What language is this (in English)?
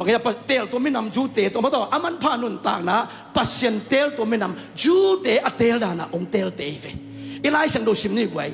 Tedim Chin